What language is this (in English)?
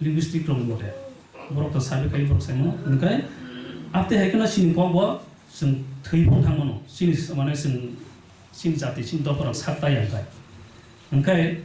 Kok Borok